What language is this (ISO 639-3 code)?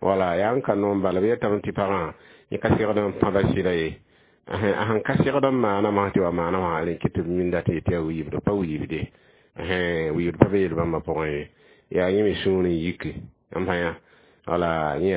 mos